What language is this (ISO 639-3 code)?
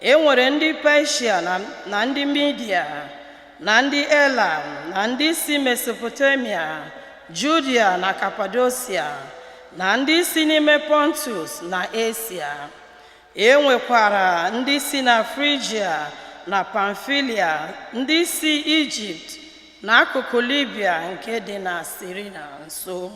ibo